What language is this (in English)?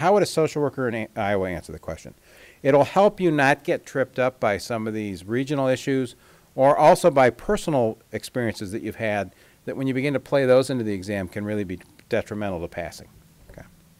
English